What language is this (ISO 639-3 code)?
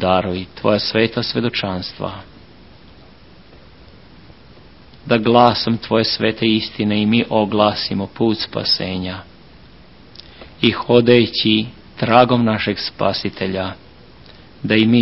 srp